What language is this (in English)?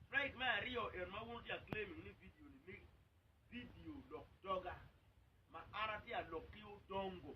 Acoli